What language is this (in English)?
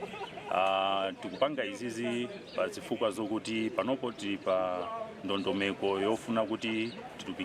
Nyanja